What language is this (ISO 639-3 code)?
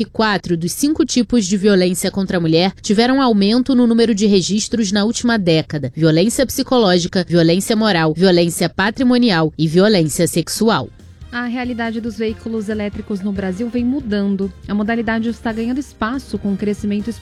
por